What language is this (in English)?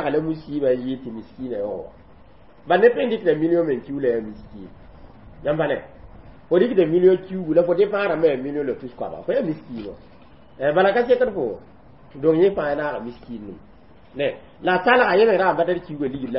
Mossi